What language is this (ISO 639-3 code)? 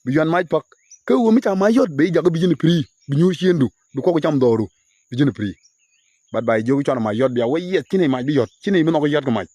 nus